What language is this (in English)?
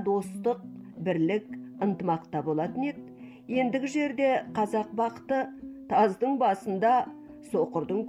Kazakh